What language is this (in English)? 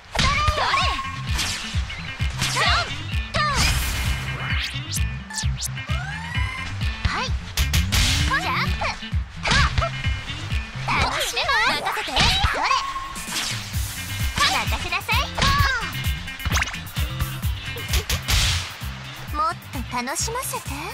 Japanese